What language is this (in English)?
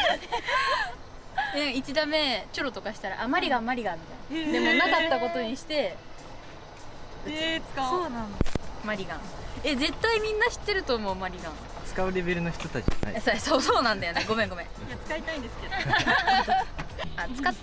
Japanese